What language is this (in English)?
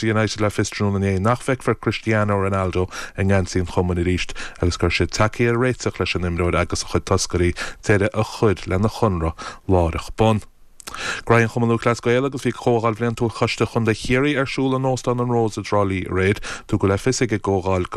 Irish